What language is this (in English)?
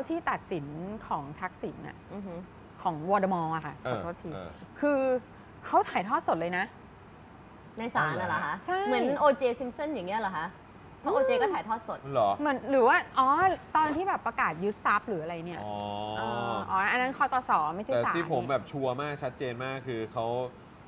Thai